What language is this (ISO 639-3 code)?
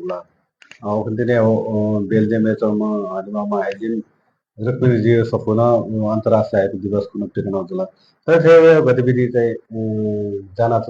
new